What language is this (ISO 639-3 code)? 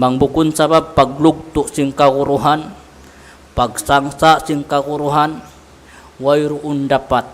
tsg